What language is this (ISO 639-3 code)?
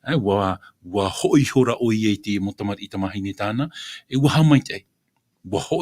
tah